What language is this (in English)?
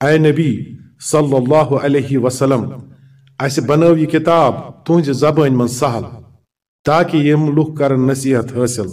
Kashmiri